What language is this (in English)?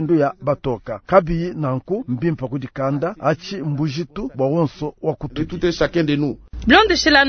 Luba-Lulua